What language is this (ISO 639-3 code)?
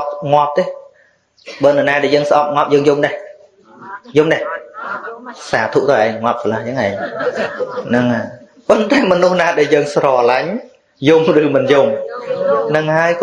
khm